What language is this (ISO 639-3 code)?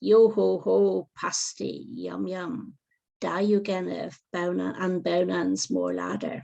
cor